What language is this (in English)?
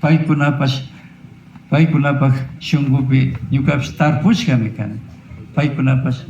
Imbabura Highland Quichua